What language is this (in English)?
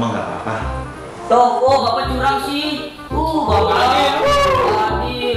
Betawi